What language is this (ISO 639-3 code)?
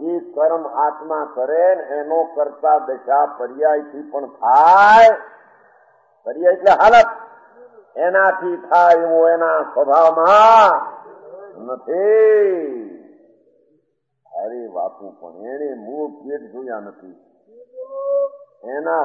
guj